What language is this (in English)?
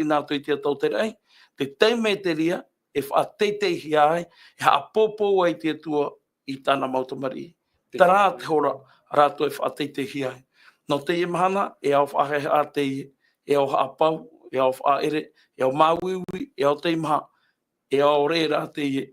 Tahitian